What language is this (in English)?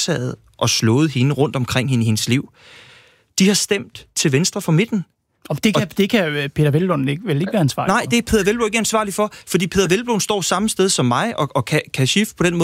Danish